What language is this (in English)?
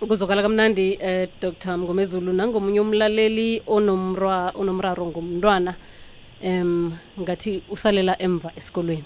South Ndebele